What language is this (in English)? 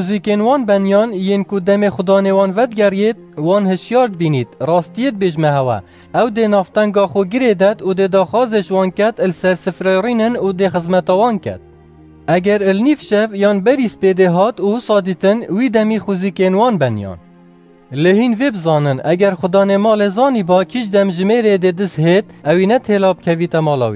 Kurdish